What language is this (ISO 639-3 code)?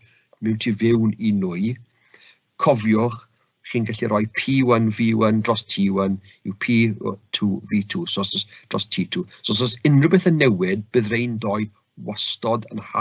cym